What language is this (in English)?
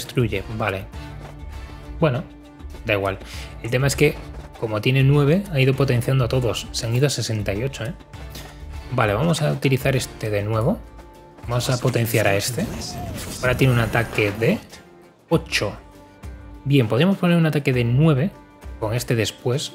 Spanish